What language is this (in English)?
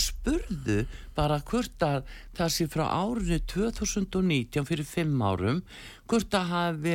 Icelandic